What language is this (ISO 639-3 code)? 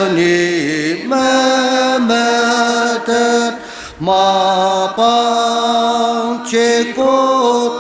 njo